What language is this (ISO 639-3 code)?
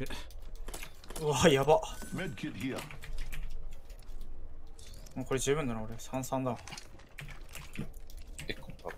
jpn